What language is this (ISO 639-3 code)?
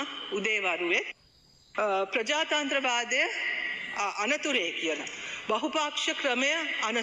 sin